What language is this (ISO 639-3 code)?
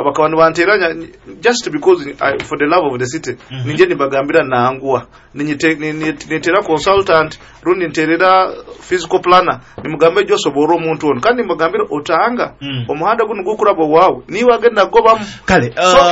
nyo